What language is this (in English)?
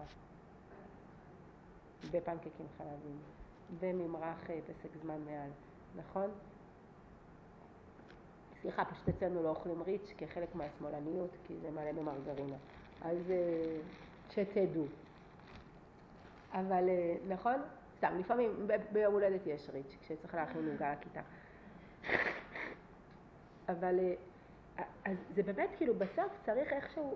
Hebrew